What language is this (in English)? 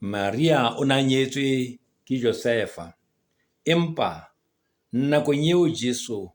Southern Sotho